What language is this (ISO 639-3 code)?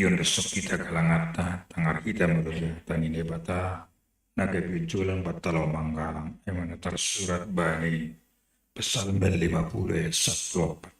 bts